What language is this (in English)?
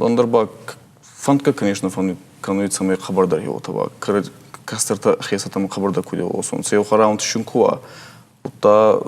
Ossetic